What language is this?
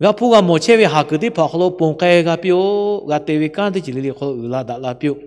Lahu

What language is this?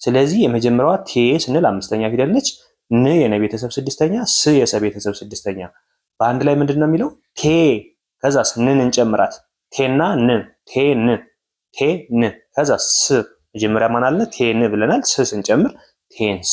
Amharic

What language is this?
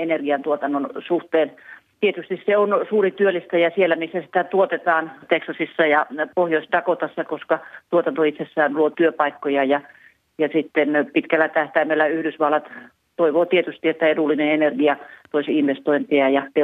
Finnish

